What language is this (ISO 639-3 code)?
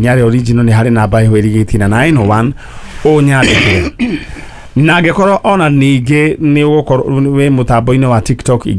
kik